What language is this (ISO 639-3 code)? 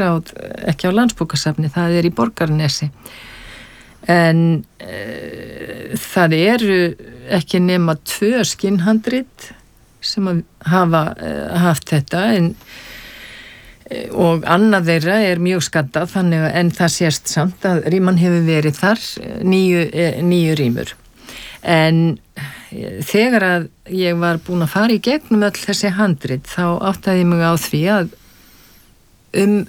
isl